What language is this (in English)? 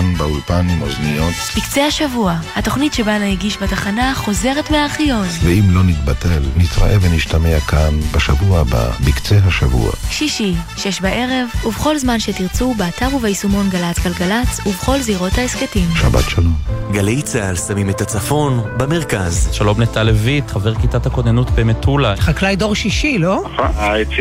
Hebrew